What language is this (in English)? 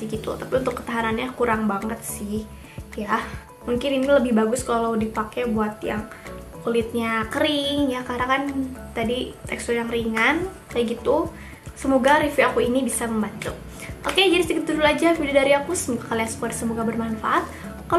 Indonesian